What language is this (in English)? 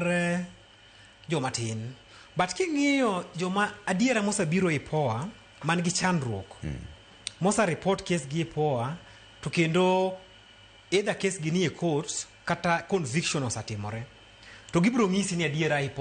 Luo (Kenya and Tanzania)